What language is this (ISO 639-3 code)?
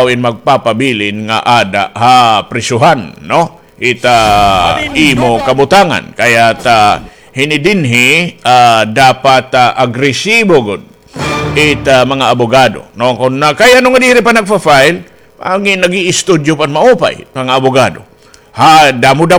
war